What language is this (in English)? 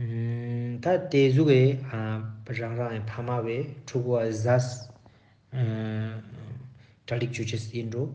Ladakhi